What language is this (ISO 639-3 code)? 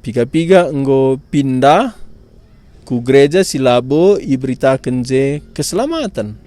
btx